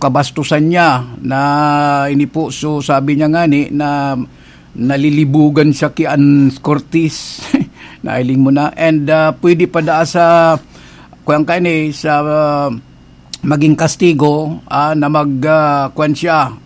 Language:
Bikol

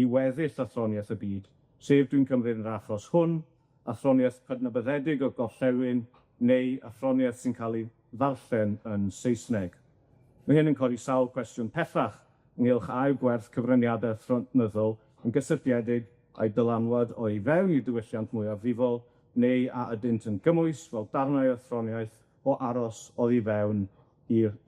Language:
Welsh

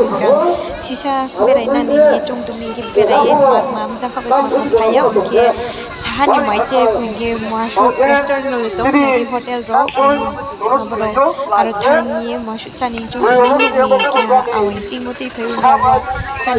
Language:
Riang (India)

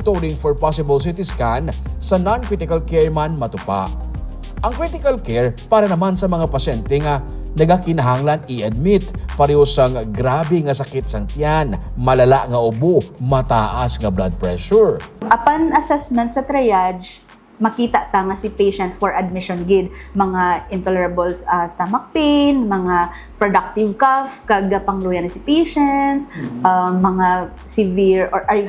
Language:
Hiligaynon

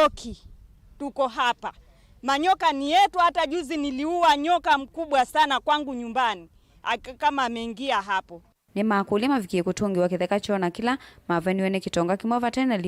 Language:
Kamba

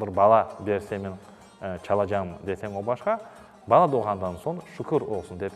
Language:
Crimean Tatar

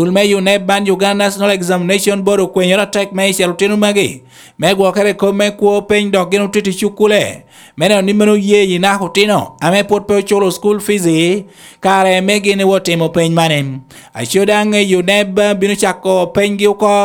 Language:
Lango (Uganda)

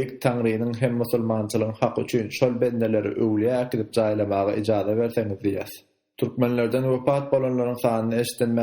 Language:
Turkmen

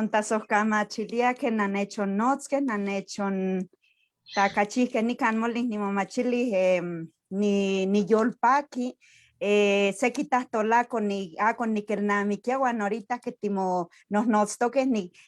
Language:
Eastern Huasteca Nahuatl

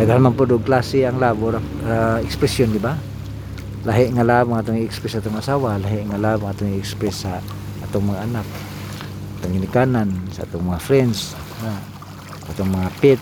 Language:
Cebuano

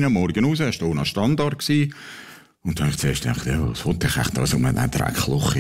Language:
Swiss German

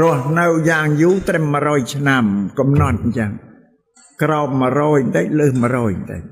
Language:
Khmer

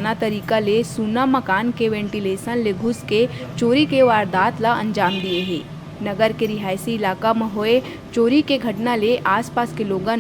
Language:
Chhattisgarhi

